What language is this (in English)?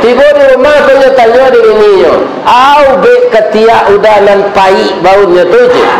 Minangkabau